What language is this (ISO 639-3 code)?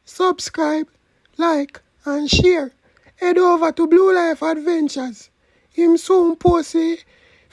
jam